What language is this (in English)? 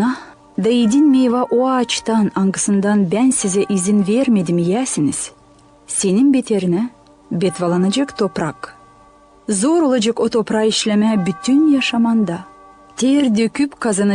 Gagauz